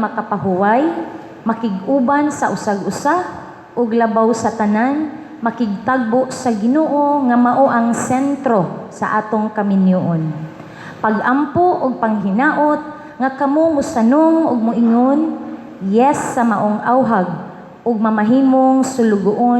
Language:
Cebuano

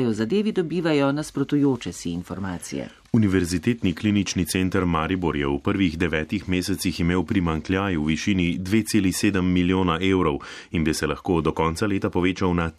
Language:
Slovenian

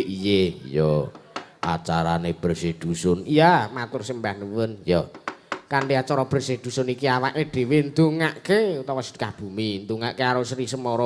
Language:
Javanese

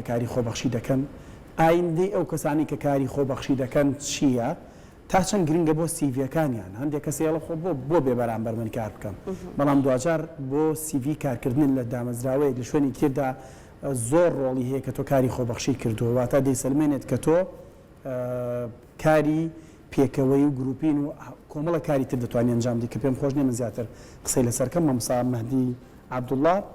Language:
Central Kurdish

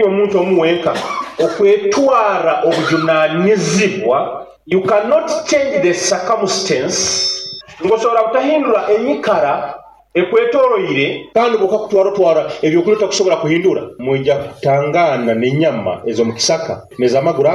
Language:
Nyoro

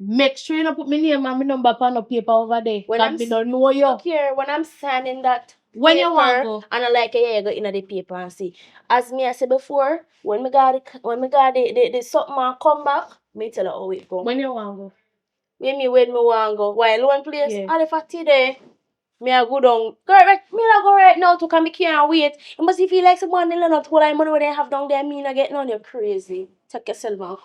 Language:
Jamaican Creole English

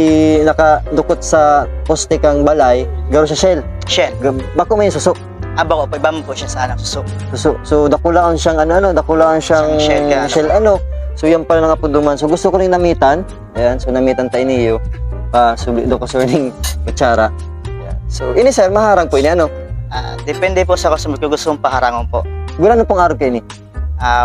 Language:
Bikol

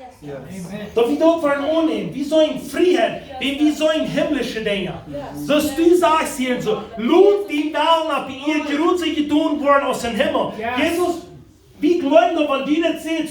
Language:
Plautdietsch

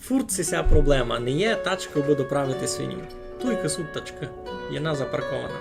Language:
Rusyn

